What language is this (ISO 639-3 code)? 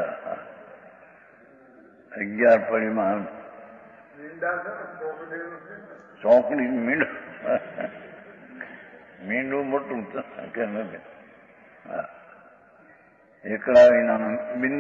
guj